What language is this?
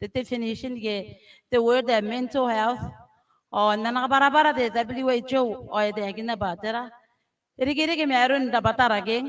Gilbertese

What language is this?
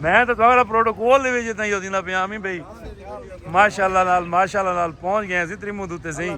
Saraiki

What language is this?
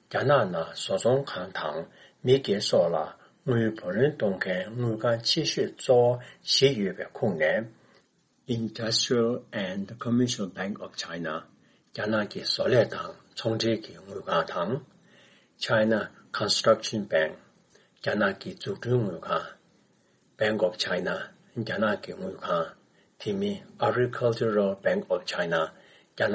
Tibetan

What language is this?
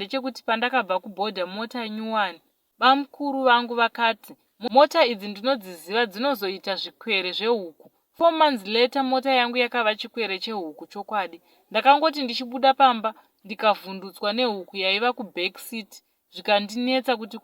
Shona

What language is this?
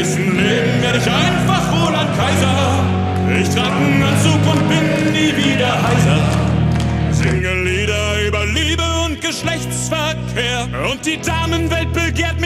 German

